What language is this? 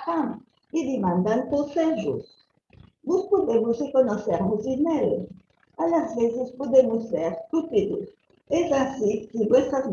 Ladino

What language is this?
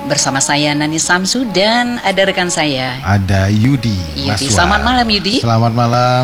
Indonesian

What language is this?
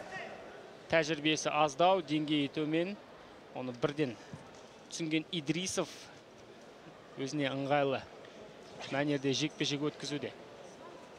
Kazakh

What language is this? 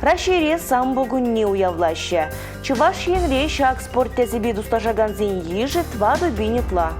Chuvash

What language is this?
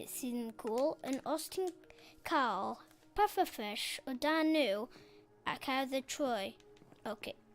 Welsh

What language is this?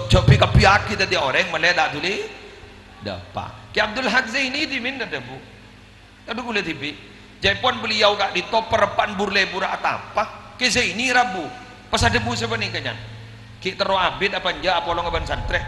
Madurese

